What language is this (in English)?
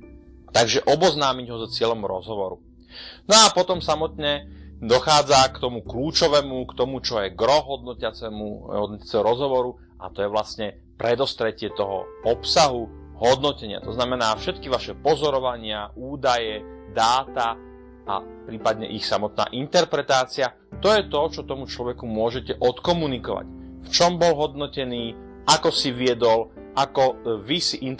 Slovak